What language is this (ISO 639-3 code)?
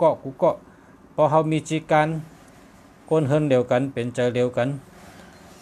shn